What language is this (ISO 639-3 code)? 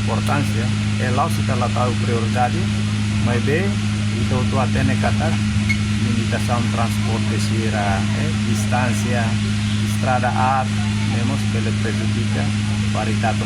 tet